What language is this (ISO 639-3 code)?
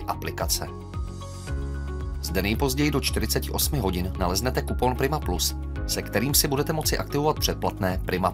ces